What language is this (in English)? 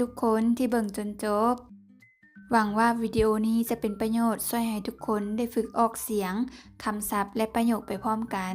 Lao